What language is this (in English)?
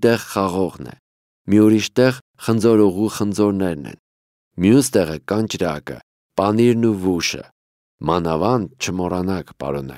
Armenian